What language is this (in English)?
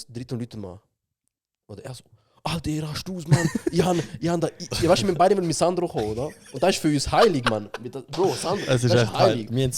Swiss German